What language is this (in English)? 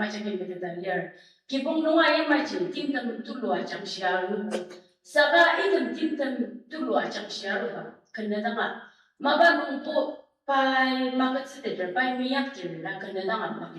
Ao Naga